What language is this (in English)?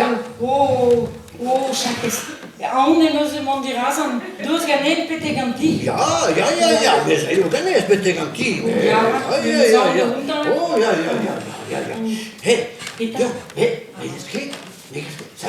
Breton